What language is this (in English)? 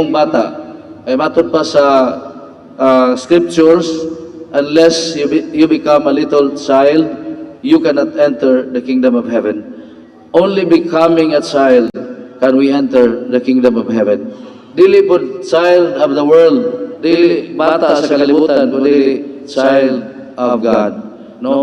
Cebuano